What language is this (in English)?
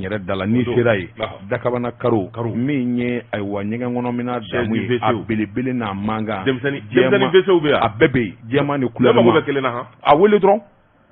Bambara